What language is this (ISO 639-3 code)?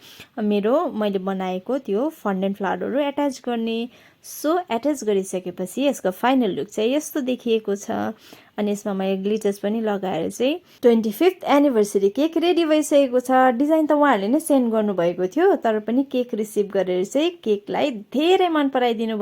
nep